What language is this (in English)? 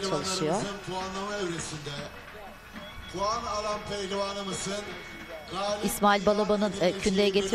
Turkish